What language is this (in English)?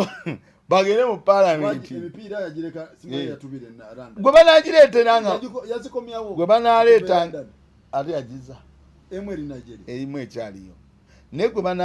Ganda